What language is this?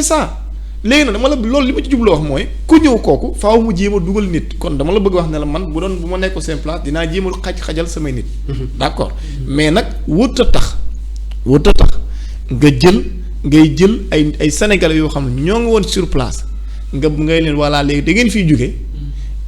Wolof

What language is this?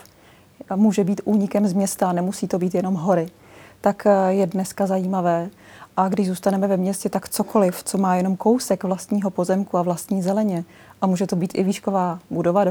Czech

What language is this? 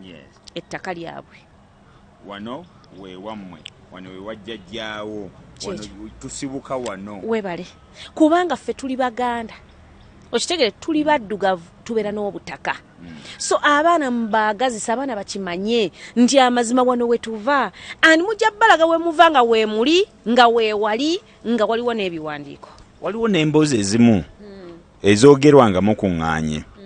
Ganda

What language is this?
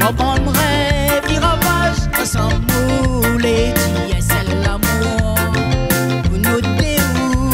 Réunion Creole French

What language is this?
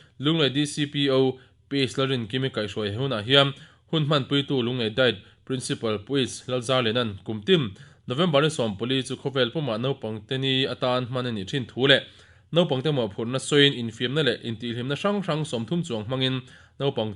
Mizo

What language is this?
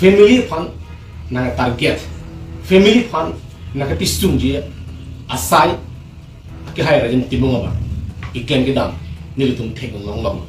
Karbi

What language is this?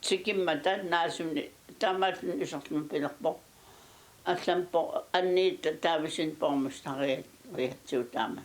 Kalaallisut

